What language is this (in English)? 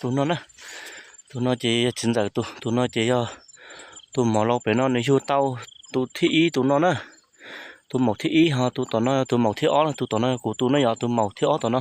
Hmong